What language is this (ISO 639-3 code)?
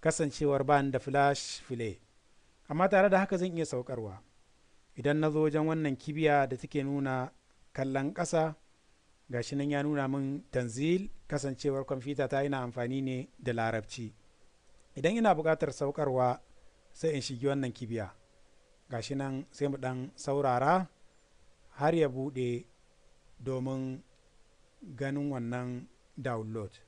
hau